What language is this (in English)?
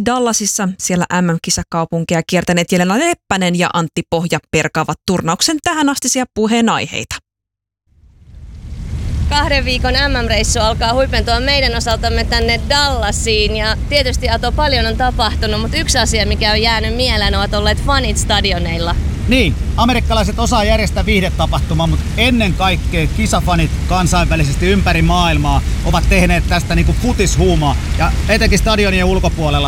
Finnish